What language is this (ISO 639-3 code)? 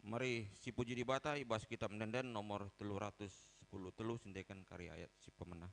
btx